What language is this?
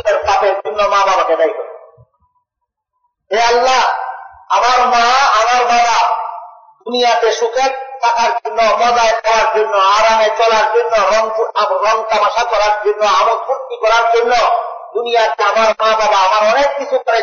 Bangla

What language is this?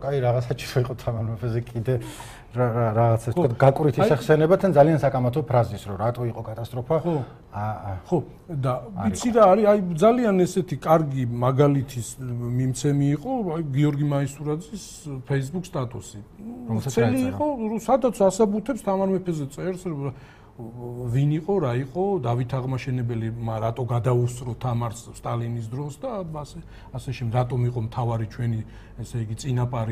Georgian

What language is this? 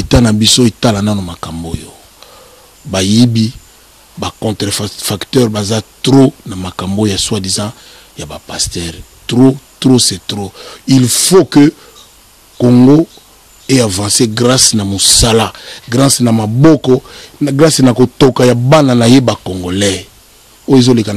Lingala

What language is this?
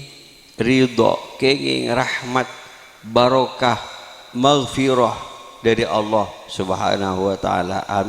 Madurese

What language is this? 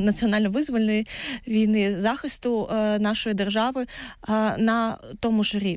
Ukrainian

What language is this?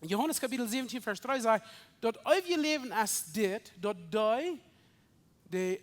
Plautdietsch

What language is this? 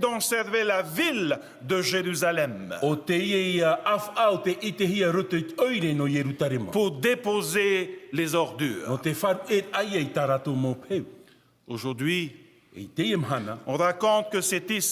Tahitian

